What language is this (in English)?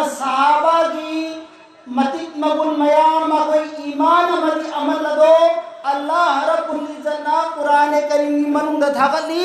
Manipuri